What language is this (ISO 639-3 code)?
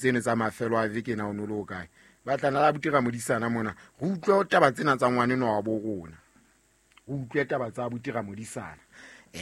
sot